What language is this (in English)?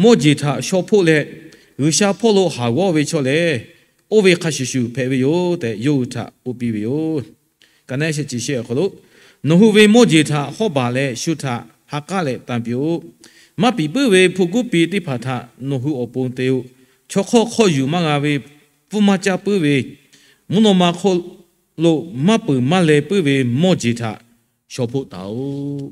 Lahu